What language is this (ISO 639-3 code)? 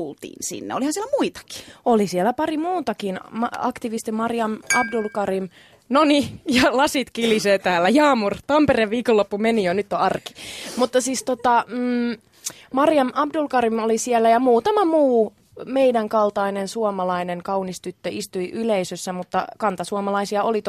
fin